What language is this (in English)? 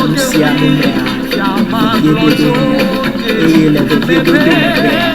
Ewe